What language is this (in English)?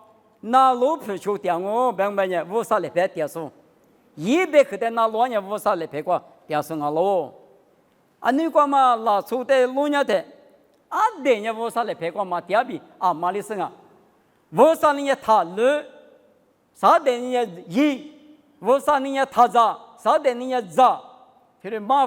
Lisu